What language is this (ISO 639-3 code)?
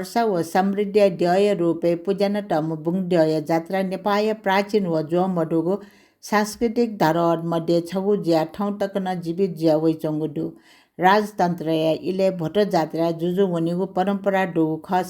new